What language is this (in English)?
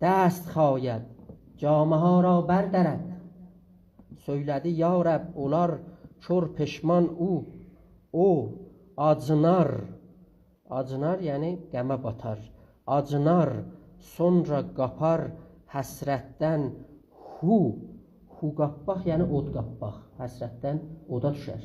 South Azerbaijani